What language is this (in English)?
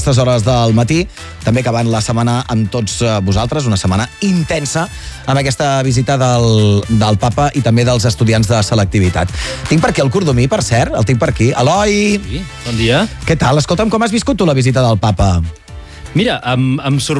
Catalan